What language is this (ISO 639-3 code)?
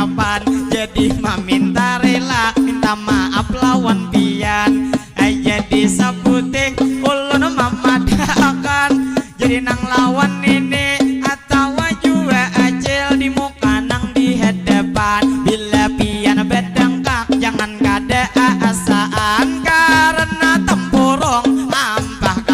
bjn